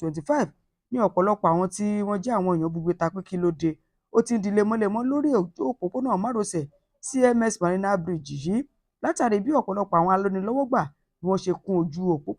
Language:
Yoruba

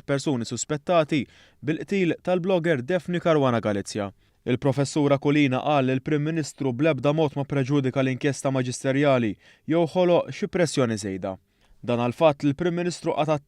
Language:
Maltese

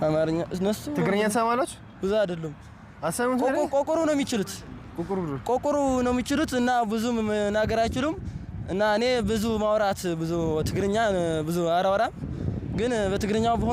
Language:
Amharic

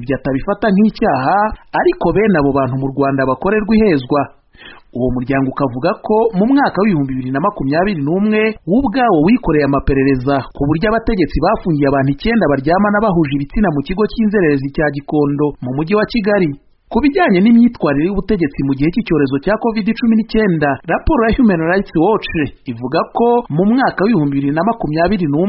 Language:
Kinyarwanda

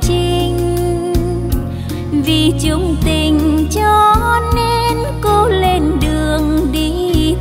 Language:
Vietnamese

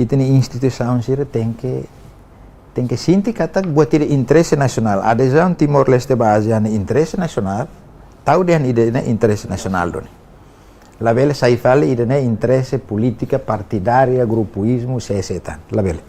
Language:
Tetum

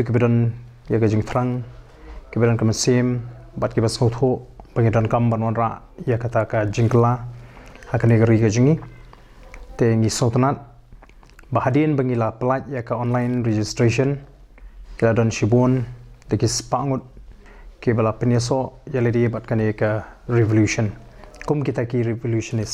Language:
Khasi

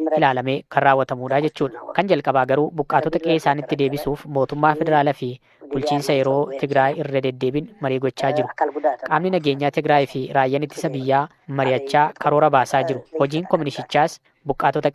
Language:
Oromo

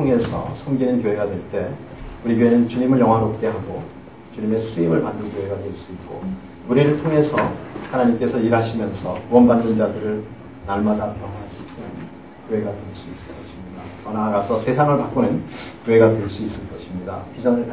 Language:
Korean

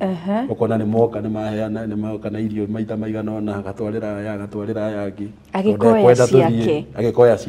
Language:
Kikuyu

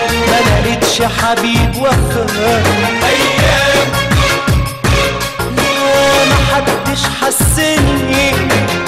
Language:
Egyptian Arabic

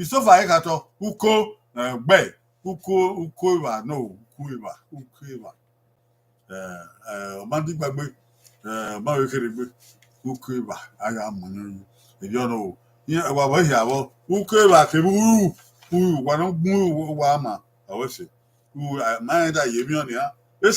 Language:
Bini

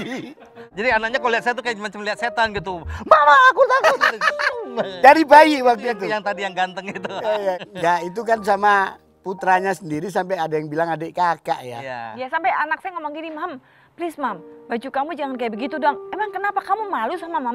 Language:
Indonesian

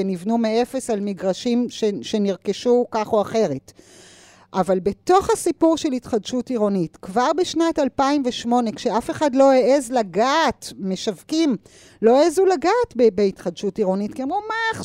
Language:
Hebrew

